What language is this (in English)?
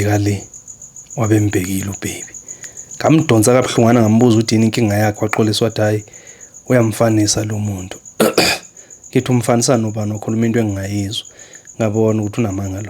Zulu